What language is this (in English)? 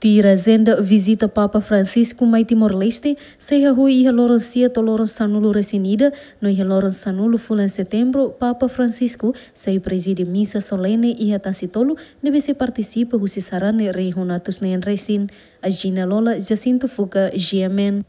Tetum